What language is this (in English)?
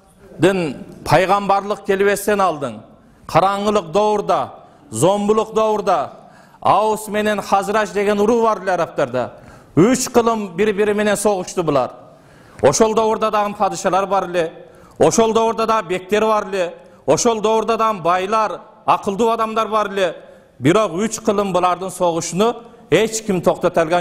Kyrgyz